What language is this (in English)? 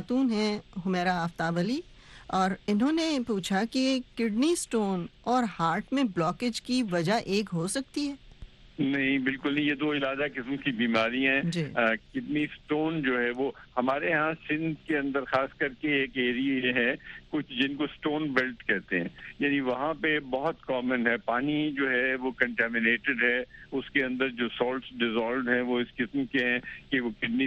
Urdu